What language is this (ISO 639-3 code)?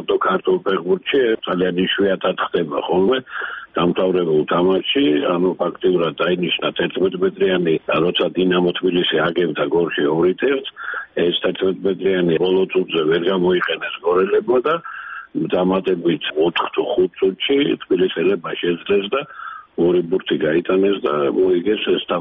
kat